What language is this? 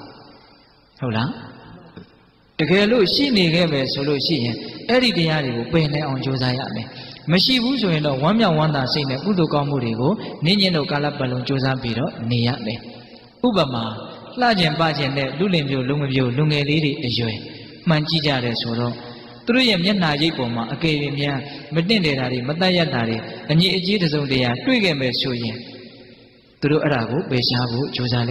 Burmese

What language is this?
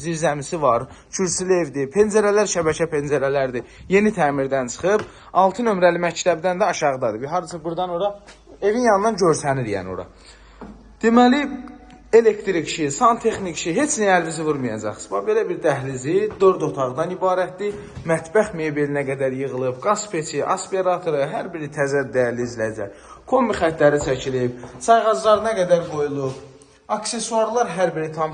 Azerbaijani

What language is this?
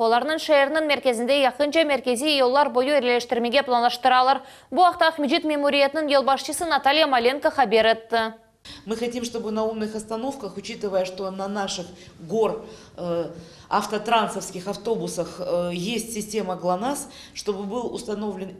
Crimean Tatar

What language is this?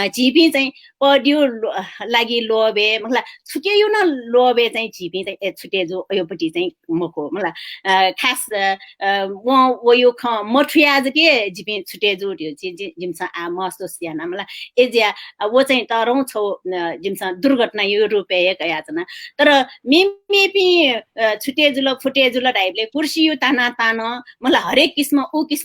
Newari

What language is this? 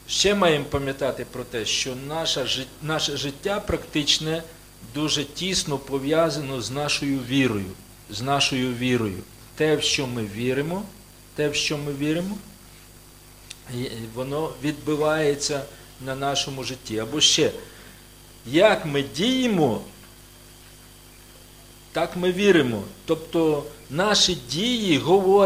Ukrainian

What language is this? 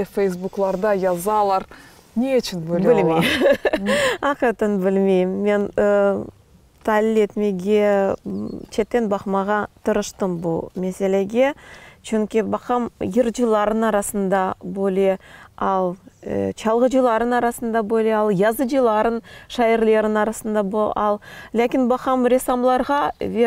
Crimean Tatar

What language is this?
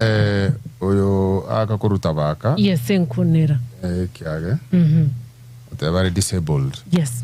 Gusii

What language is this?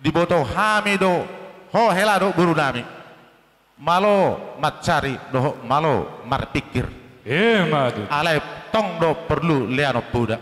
Batak Toba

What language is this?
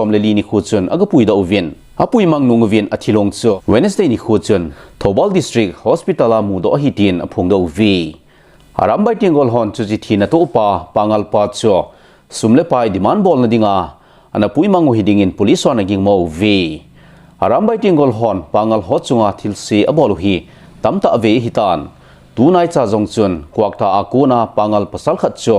Thado Chin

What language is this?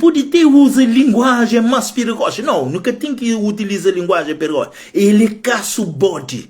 Kabuverdianu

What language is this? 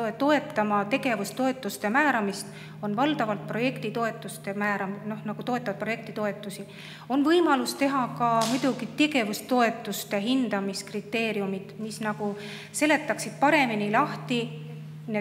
Estonian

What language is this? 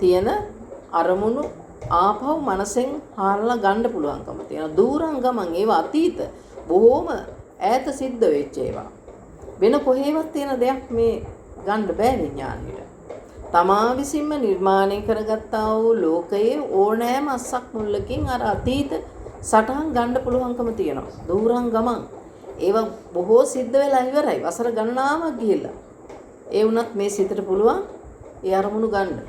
Sinhala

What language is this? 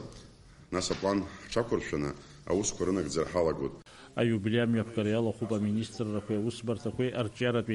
Abkhazian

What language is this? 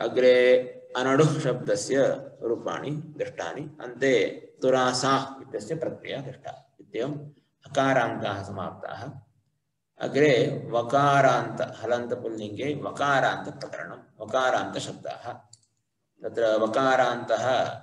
Sanskrit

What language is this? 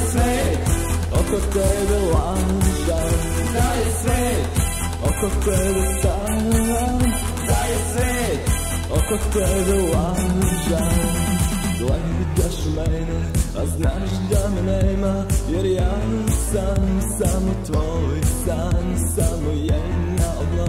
Serbian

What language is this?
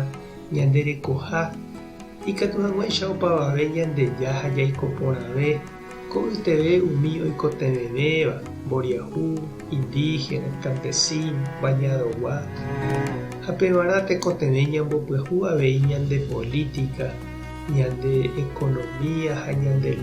Guarani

